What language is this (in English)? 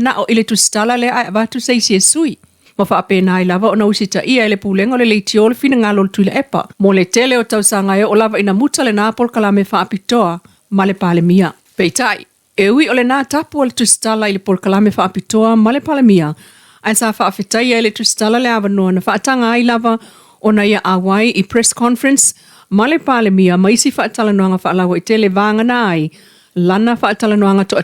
Samoan